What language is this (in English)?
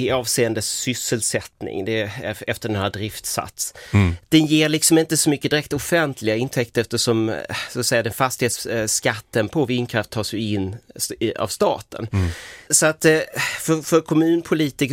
Swedish